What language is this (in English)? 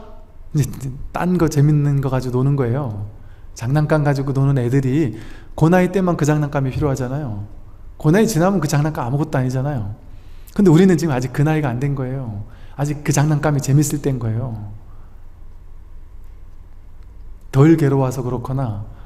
Korean